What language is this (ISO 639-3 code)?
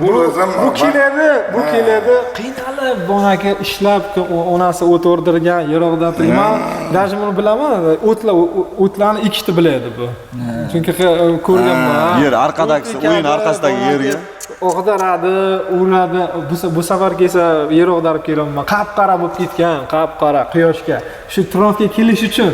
uzb